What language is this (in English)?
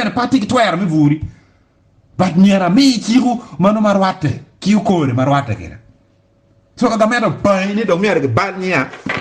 Acoli